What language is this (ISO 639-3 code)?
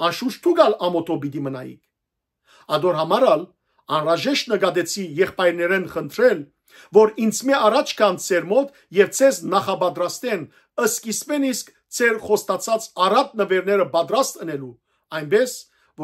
hyw